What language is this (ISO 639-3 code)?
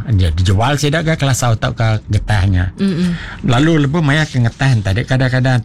iba